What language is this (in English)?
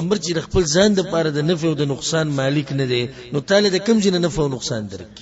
Pashto